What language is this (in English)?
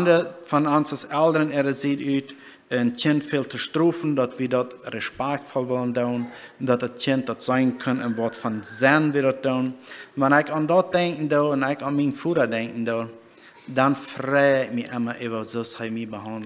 Plautdietsch